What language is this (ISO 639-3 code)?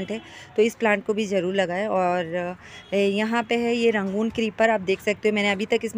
hin